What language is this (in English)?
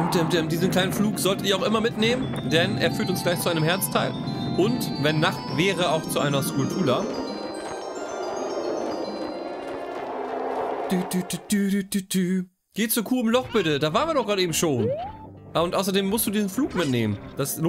German